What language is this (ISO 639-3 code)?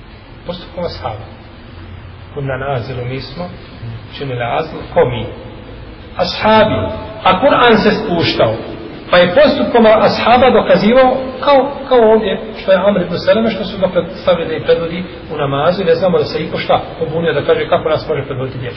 bos